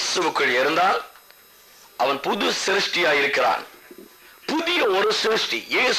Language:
Tamil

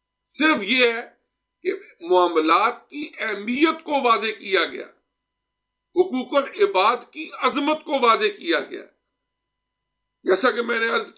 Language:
Urdu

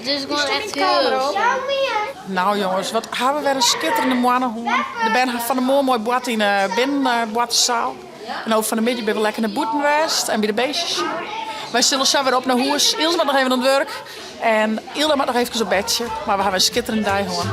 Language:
Western Frisian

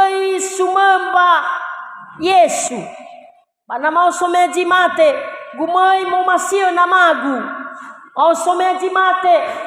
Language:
Nias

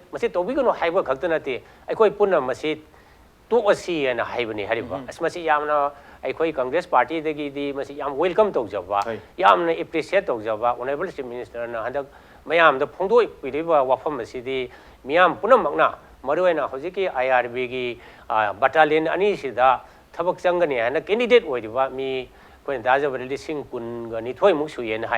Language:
Manipuri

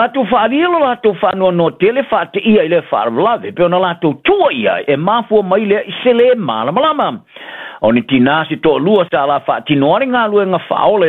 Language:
Samoan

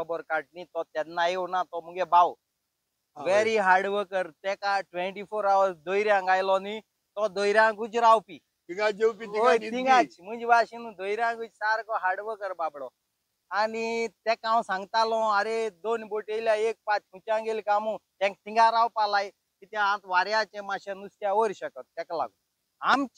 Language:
Konkani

